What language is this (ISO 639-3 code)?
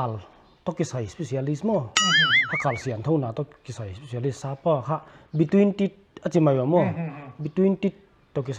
pck